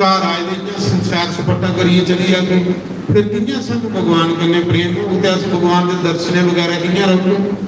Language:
Dogri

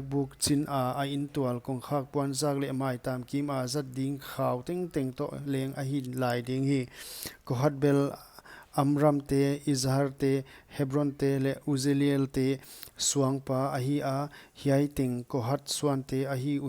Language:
Paite Chin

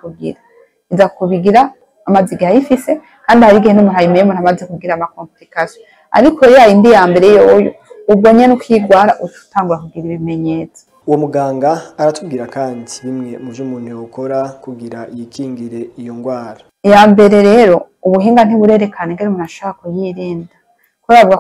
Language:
Rundi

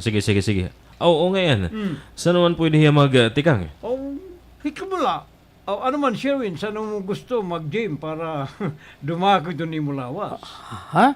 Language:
Waray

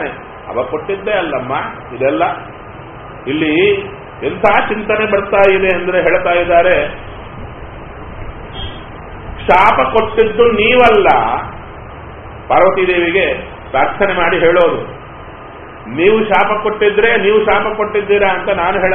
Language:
Kannada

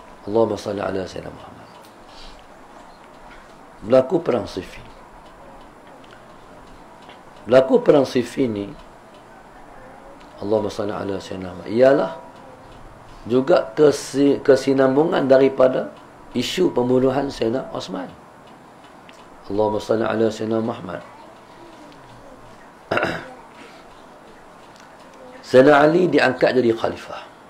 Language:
Malay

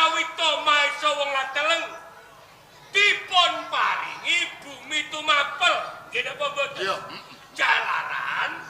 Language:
Javanese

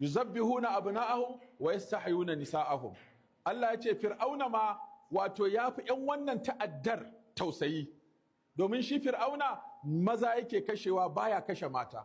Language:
Hausa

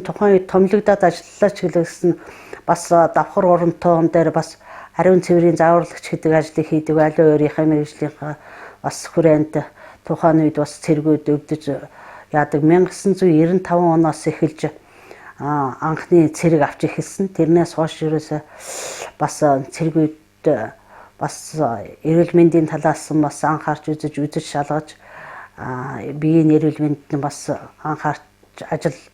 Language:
Mongolian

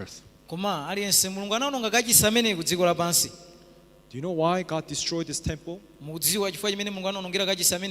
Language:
Nyanja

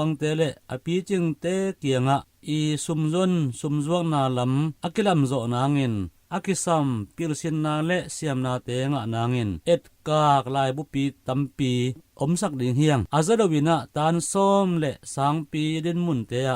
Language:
Tedim Chin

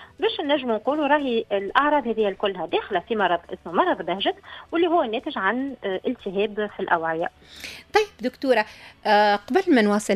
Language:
Tunisian Arabic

